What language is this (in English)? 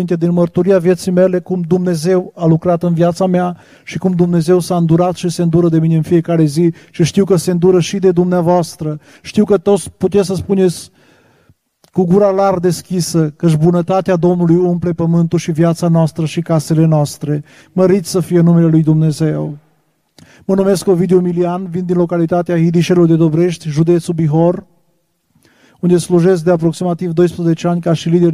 Romanian